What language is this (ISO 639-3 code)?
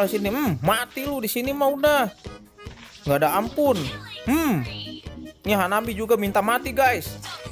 ind